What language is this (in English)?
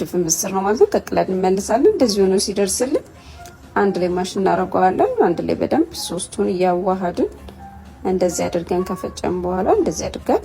Amharic